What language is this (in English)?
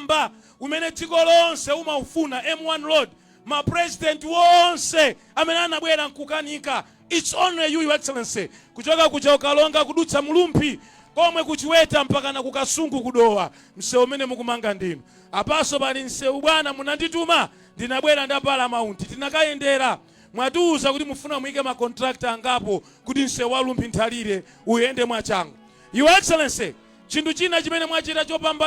Nyanja